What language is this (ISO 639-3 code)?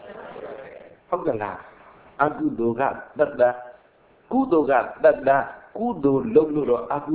mya